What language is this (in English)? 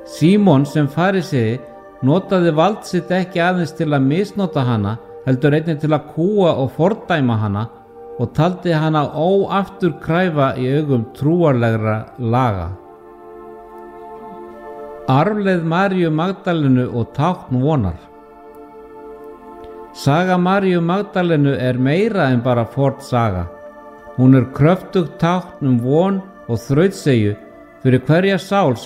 Icelandic